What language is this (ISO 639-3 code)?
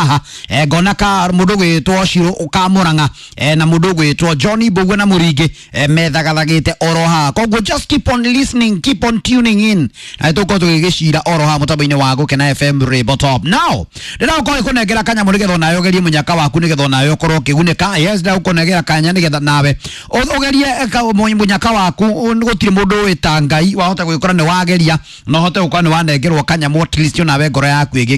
kik